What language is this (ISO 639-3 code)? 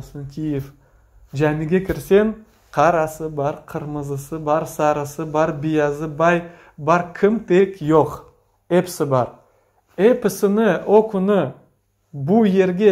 crh